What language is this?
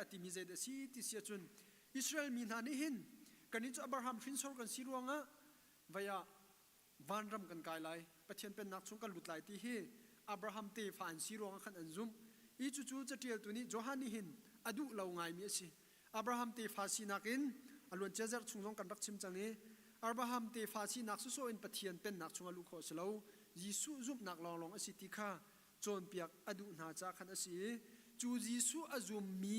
Hakha Chin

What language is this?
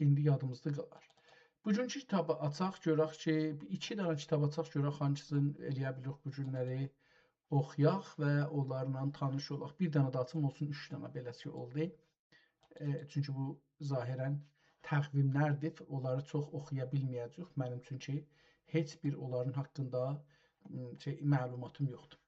South Azerbaijani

